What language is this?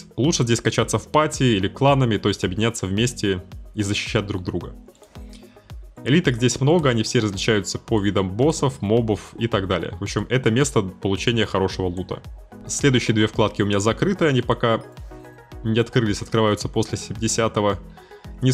Russian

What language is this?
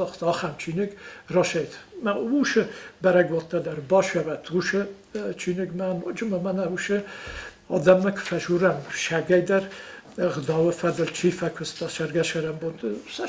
Ossetic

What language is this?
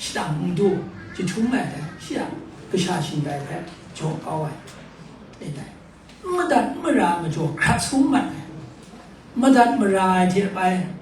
Kachin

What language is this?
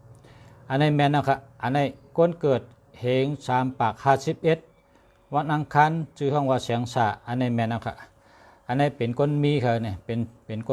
Shan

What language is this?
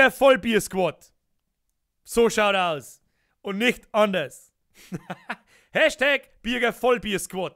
Bavarian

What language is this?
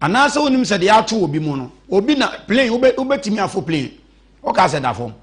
Akan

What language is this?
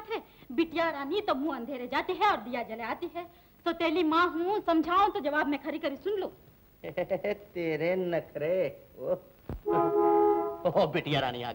Hindi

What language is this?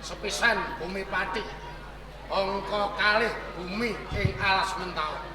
Javanese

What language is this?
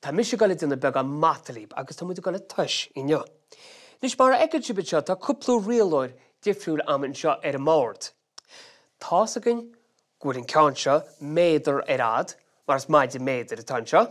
Irish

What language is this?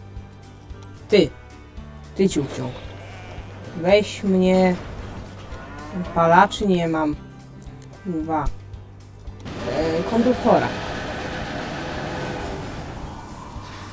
Polish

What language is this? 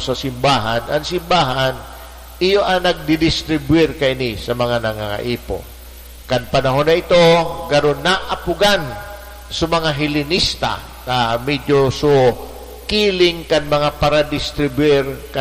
Bikol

